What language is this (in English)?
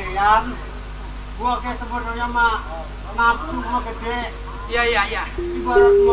Betawi